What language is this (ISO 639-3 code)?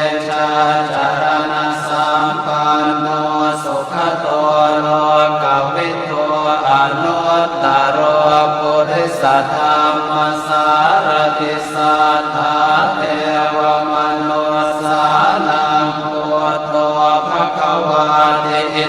pli